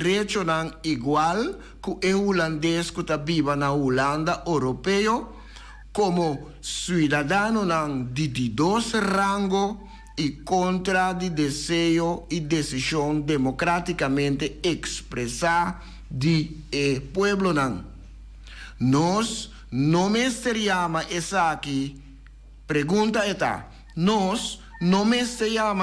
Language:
Papiamento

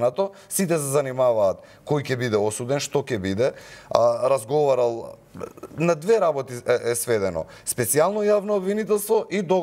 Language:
Macedonian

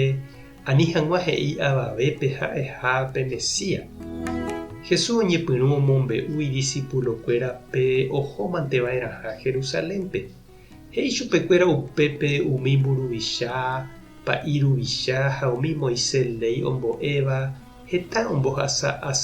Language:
Guarani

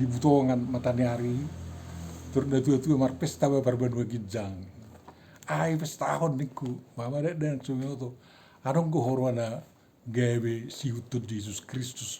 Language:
Batak Toba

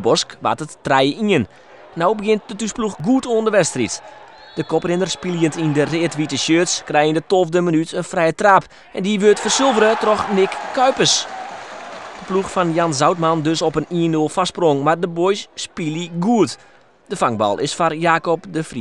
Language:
Western Frisian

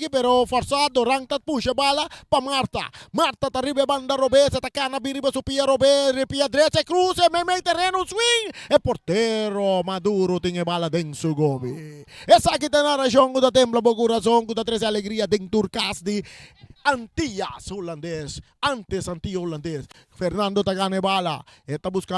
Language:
Papiamento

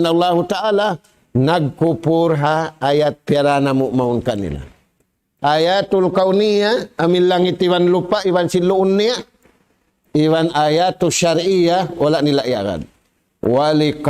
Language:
Tausug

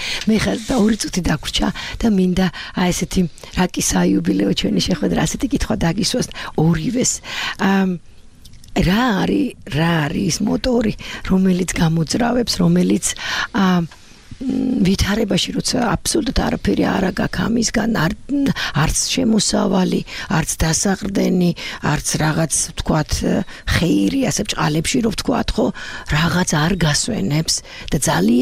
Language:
Georgian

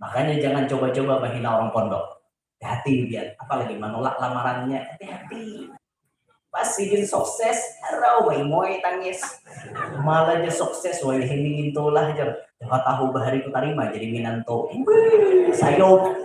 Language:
Banjar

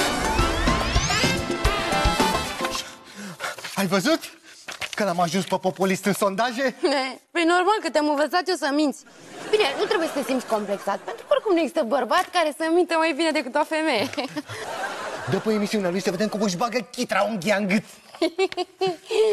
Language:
Romanian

